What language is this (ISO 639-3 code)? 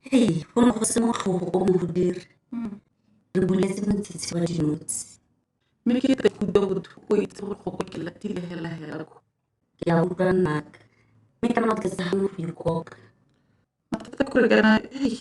tsn